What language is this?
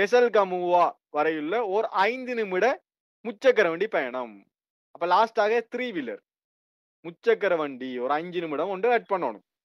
Tamil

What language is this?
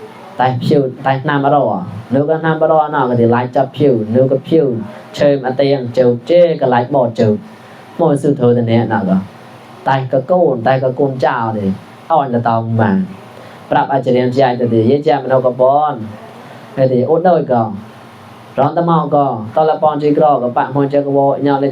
Mon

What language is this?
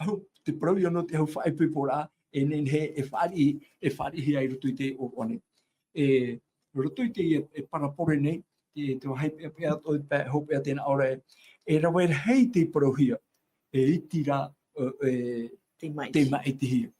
Tahitian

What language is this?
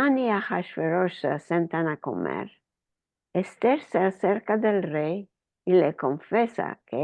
Ladino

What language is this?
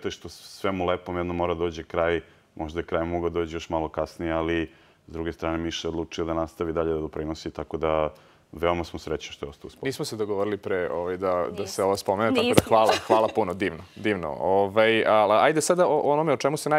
Serbian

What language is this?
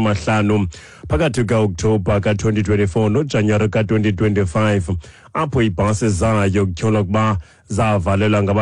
Xhosa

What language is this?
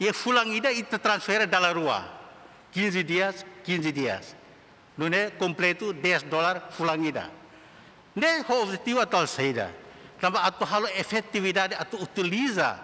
Tetum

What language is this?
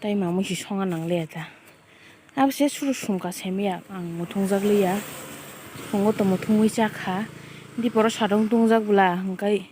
Kok Borok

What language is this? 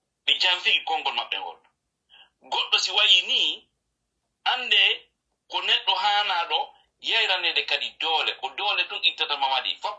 Fula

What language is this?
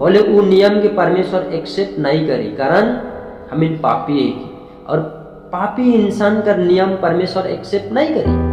Sadri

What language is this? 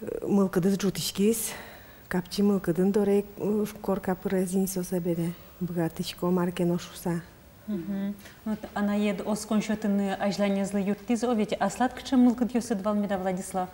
Udmurt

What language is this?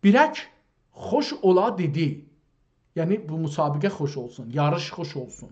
South Azerbaijani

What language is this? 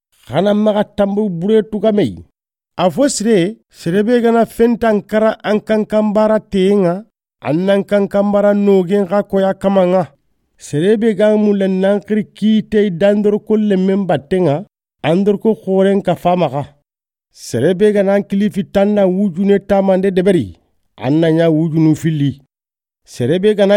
Soninke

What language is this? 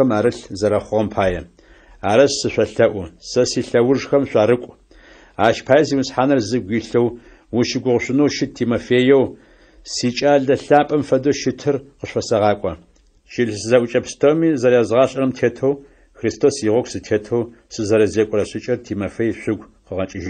Adyghe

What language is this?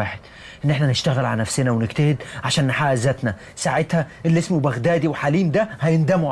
Egyptian Arabic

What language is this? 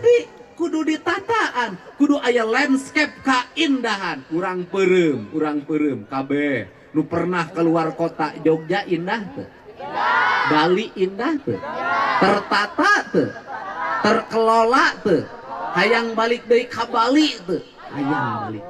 Sundanese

